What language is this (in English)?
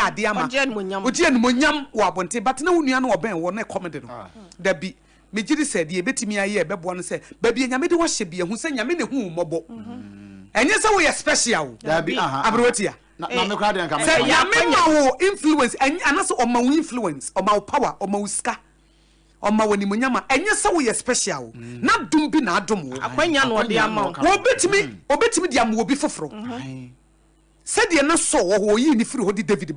Akan